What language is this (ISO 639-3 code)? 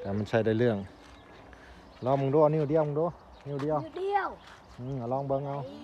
lao